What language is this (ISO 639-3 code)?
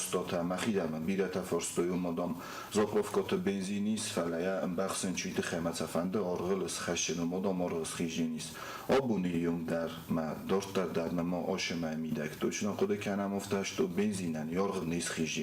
oss